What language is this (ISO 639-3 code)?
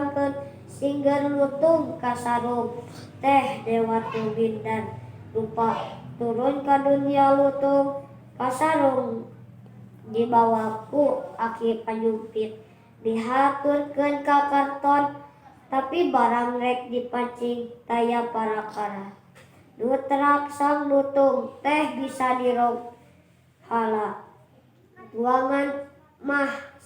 sun